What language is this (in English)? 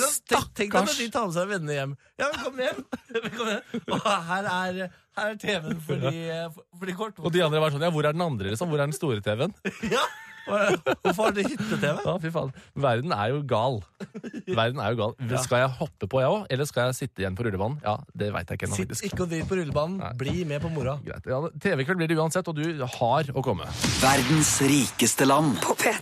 Norwegian